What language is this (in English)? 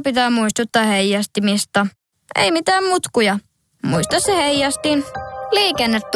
Finnish